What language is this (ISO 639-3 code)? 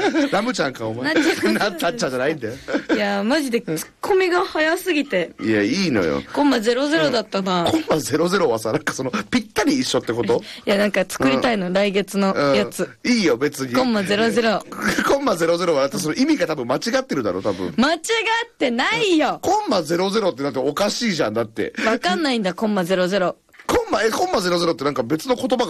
jpn